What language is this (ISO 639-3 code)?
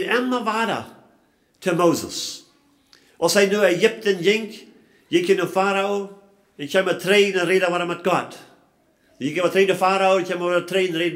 pdt